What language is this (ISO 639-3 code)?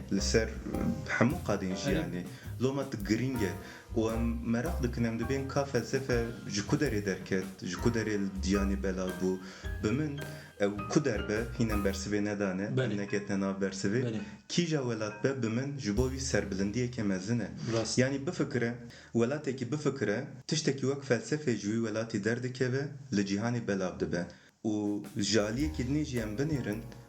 kur